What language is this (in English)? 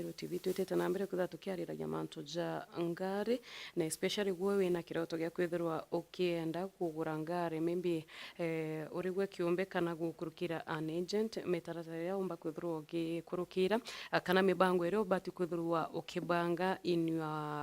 Meru